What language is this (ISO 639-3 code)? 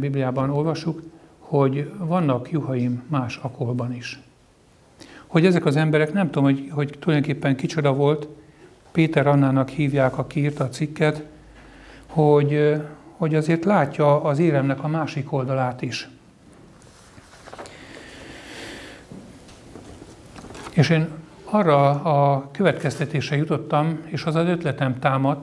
hun